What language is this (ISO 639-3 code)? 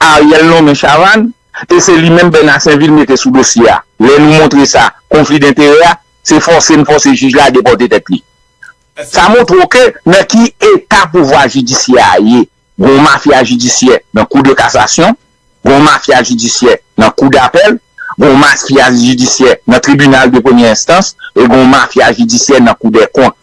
hat